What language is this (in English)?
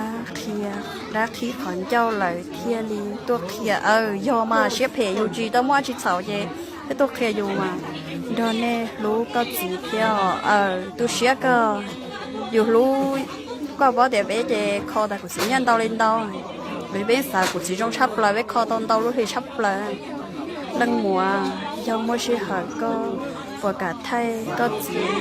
Hmong